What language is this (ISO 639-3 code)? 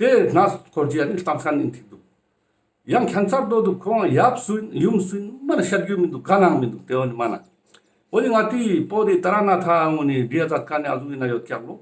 lbj